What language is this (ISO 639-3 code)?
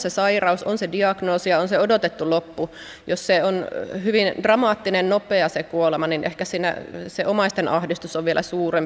fin